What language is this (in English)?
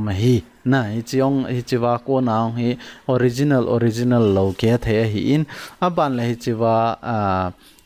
Thado Chin